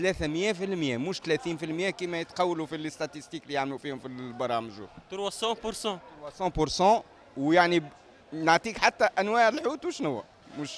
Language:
Tunisian Arabic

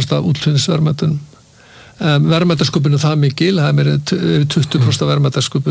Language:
Icelandic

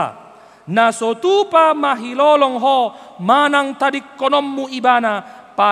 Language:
Batak Toba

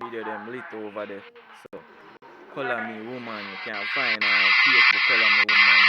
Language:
Jamaican Creole English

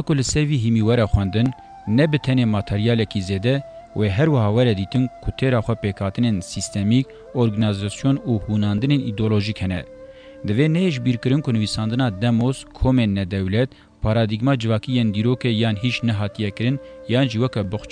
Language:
Kurdish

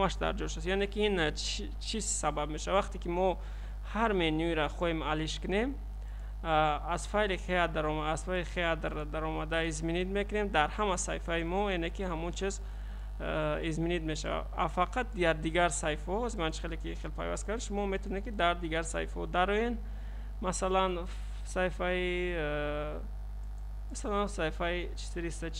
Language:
Tajik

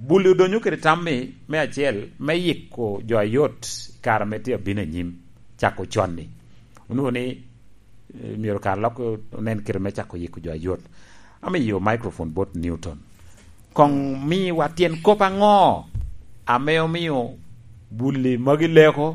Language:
Lango (Uganda)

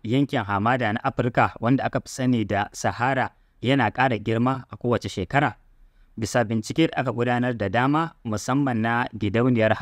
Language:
Hausa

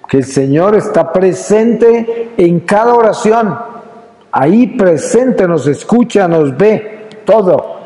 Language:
Spanish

